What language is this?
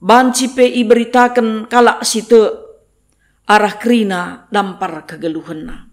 Batak Karo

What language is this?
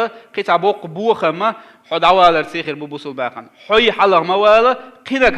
Chechen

